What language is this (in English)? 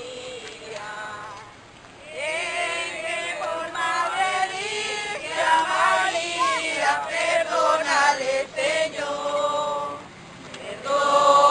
Spanish